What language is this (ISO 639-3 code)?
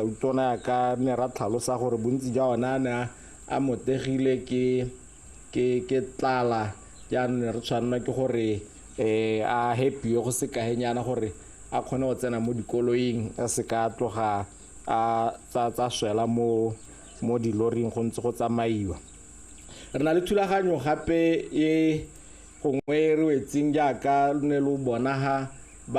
tsn